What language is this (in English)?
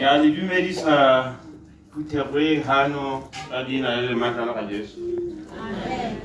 Tswana